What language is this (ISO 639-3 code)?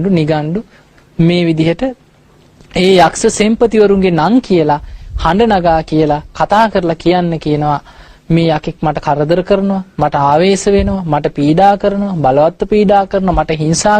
sin